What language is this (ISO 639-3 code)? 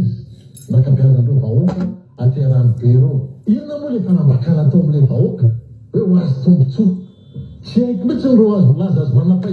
mlg